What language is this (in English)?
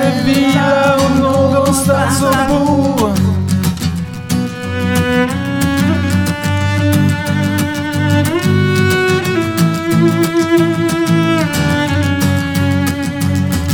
Swedish